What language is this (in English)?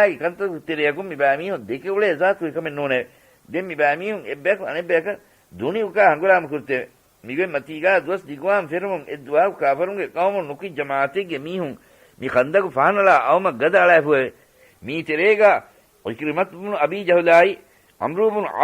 Divehi